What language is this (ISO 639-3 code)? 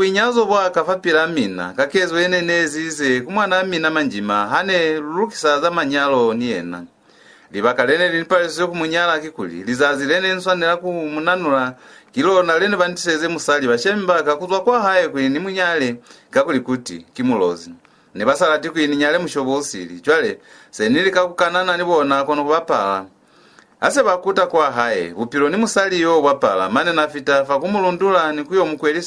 loz